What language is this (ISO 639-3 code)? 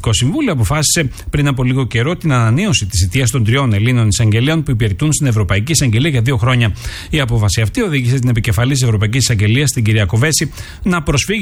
ell